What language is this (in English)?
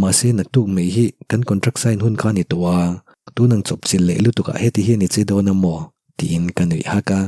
Mizo